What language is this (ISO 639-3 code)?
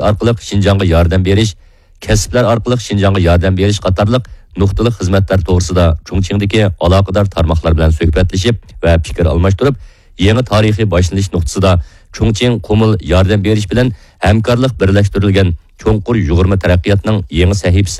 uig